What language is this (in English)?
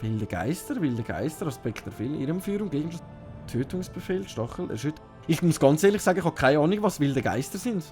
Swiss German